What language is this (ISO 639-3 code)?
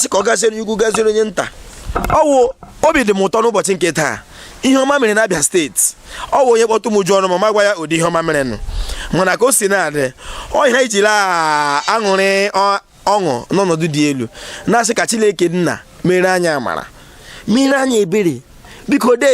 ibo